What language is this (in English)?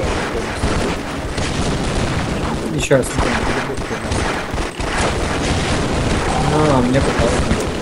Russian